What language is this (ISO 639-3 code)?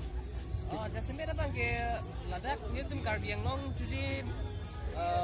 mjw